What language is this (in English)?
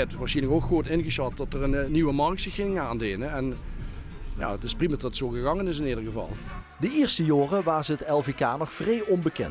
Limburgish